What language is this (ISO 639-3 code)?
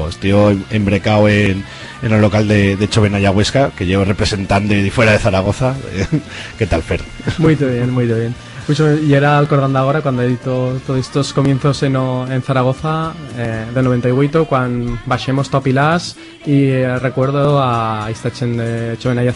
arg